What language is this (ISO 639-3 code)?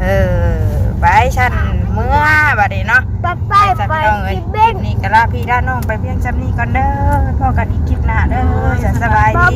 tts